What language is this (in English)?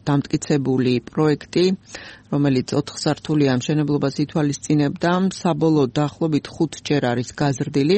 Georgian